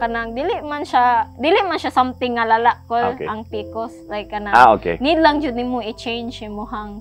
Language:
Cebuano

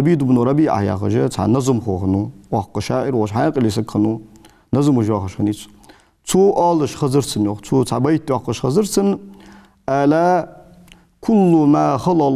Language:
Ingush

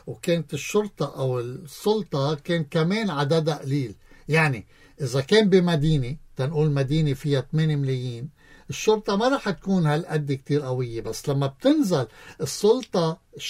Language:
North Levantine Arabic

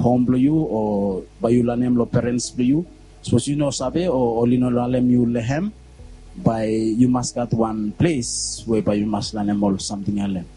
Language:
Bislama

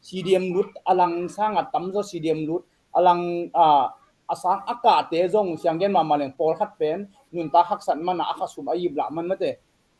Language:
Tedim Chin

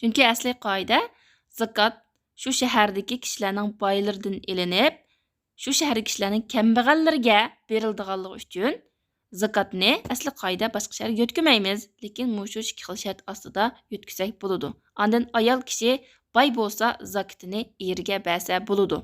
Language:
Uyghur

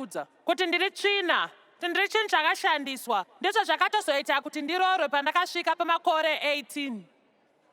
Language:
Shona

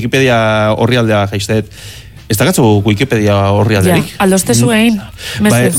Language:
Basque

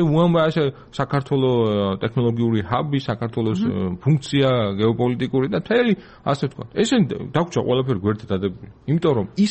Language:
Georgian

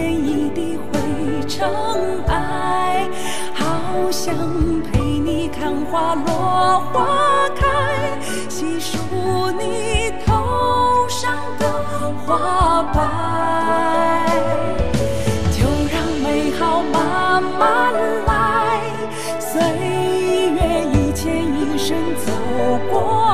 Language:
Chinese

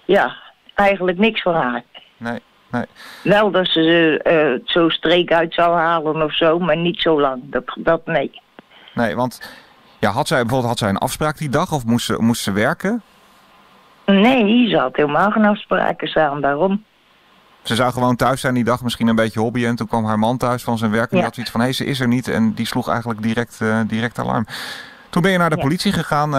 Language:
Dutch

